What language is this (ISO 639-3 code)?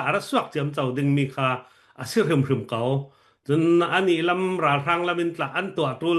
cfm